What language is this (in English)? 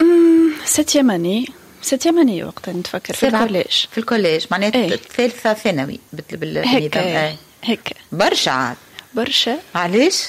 Tunisian Arabic